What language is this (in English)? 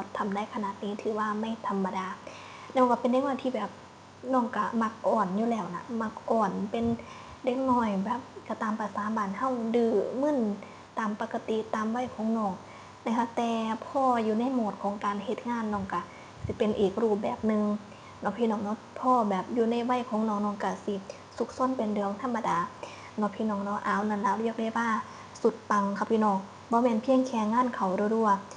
Northeastern Thai